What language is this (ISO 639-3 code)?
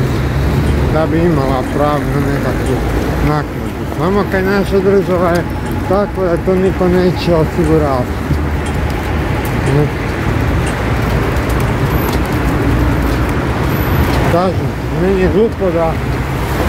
hrv